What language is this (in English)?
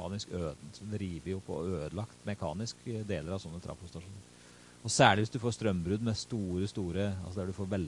Norwegian